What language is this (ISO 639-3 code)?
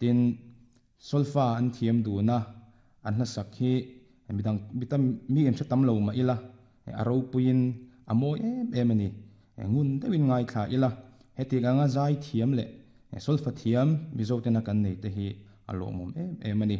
lus